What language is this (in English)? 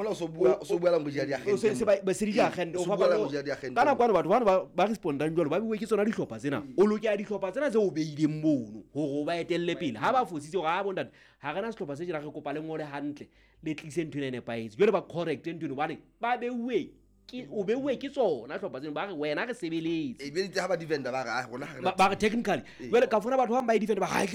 Southern Sotho